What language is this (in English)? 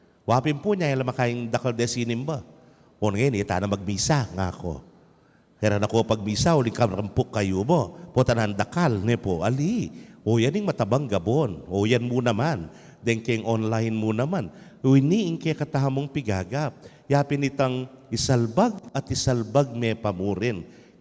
Pampanga